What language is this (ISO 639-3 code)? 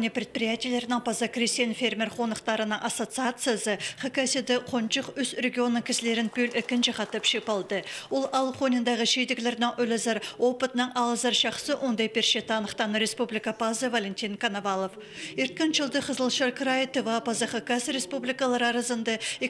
kjh